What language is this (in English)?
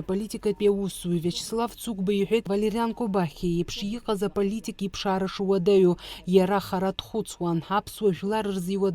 Abkhazian